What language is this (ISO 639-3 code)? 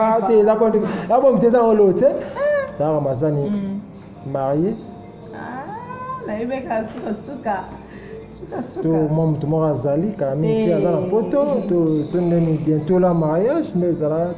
lin